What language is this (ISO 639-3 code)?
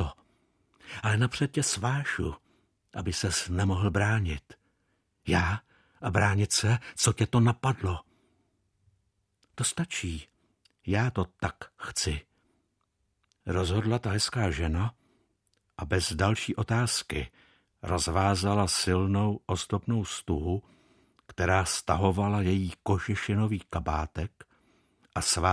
ces